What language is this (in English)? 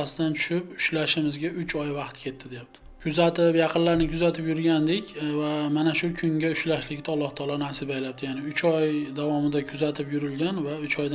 Uzbek